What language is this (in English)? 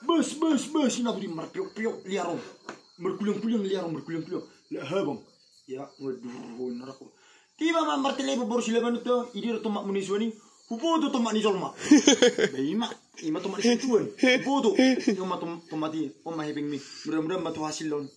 Batak Toba